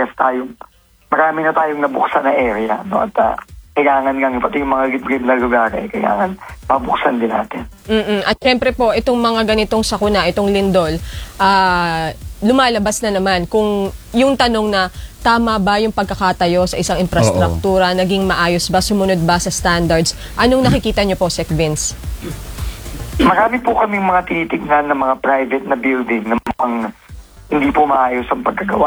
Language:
Filipino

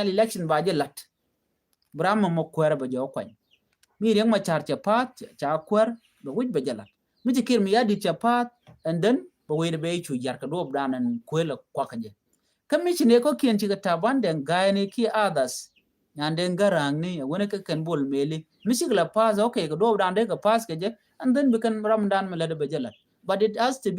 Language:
Nuer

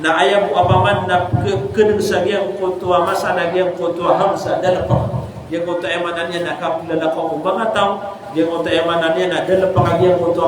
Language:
Maranao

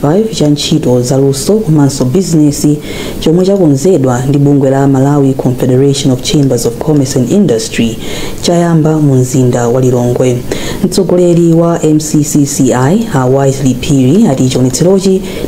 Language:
Nyanja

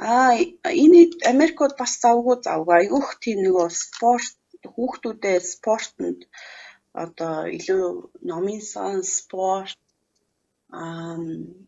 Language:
Mongolian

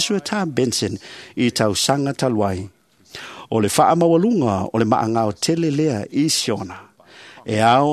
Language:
Samoan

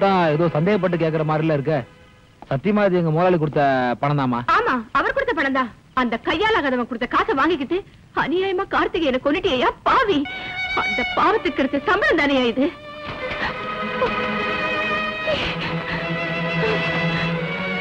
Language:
Tamil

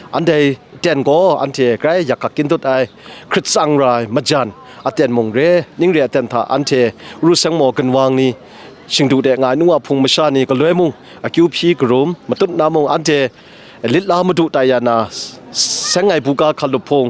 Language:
Kachin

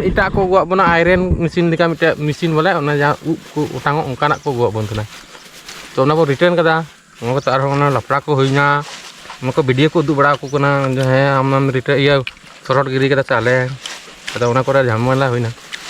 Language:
Santali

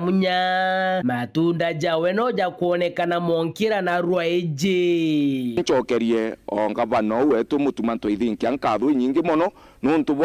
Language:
Meru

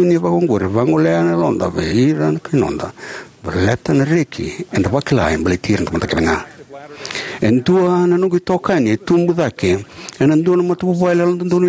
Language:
Fijian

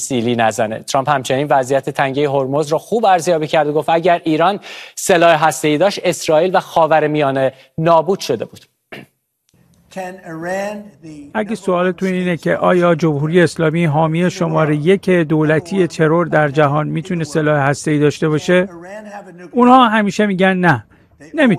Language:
Persian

